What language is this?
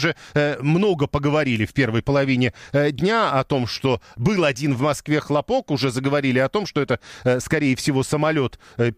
Russian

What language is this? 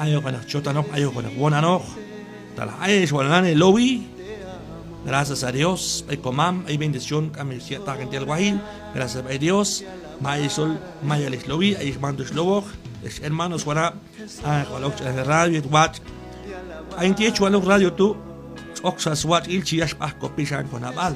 Q'anjob'al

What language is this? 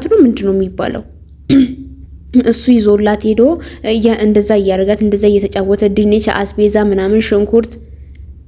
Amharic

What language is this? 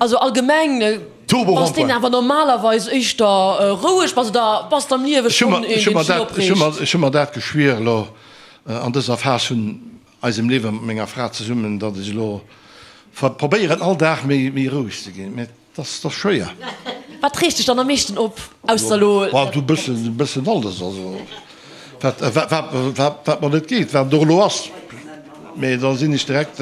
Luxembourgish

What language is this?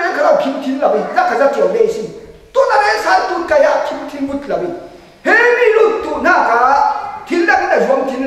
Falam Chin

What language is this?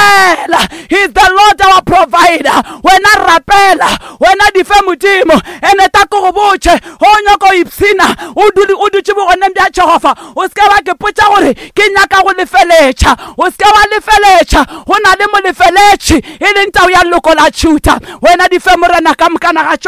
Northern Sotho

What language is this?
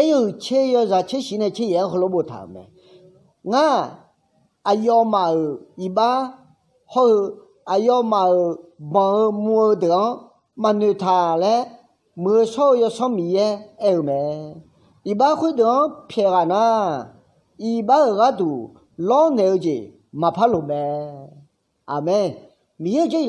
Akha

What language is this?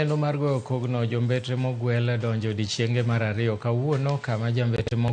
Luo (Kenya and Tanzania)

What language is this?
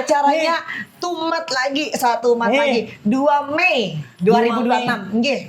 Banjar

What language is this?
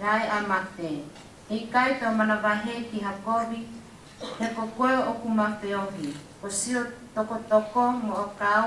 Tongan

